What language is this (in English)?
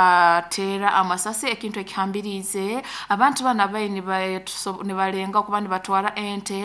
Nyoro